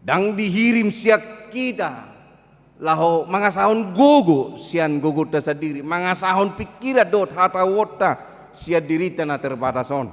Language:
Batak Toba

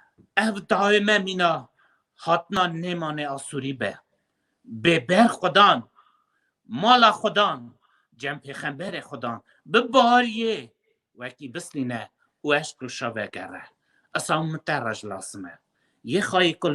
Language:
Kurdish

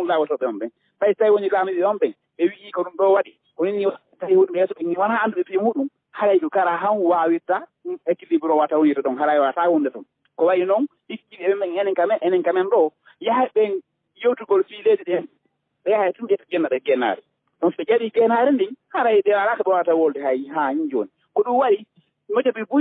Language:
Fula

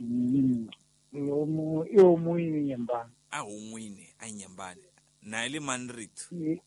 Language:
Tsonga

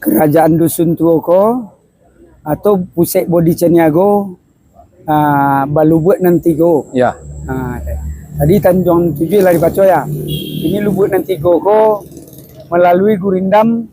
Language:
Minangkabau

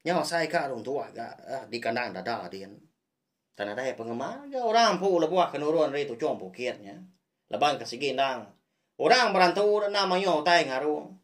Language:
Iban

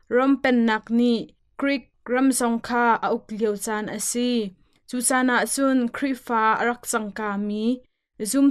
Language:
Hakha Chin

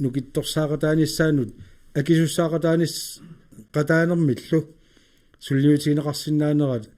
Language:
Kalaallisut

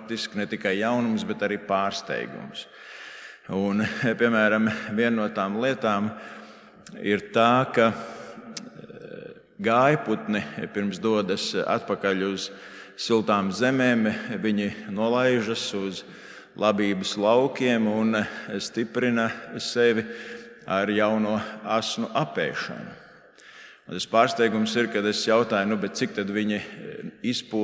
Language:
Latvian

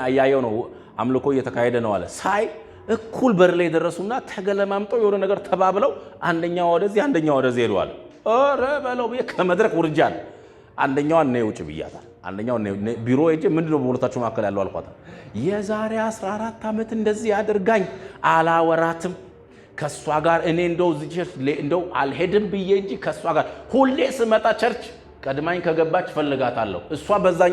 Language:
Amharic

